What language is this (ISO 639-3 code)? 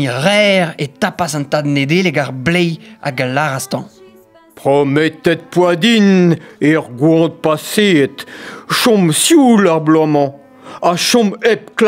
bre